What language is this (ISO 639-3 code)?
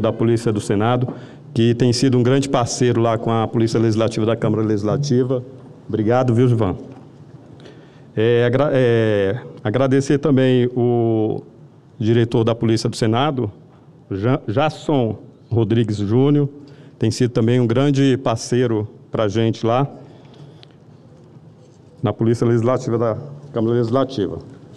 por